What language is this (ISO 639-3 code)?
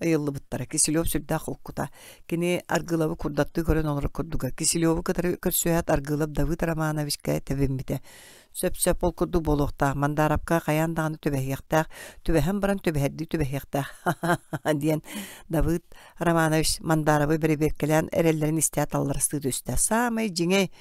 sah